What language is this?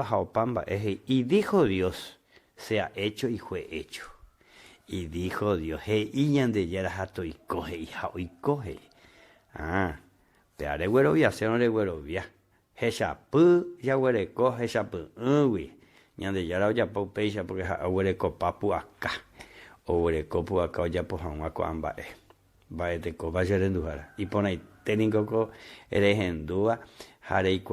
Guarani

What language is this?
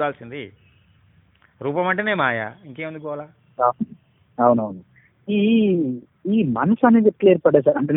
Telugu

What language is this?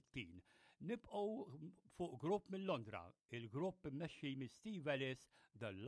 Maltese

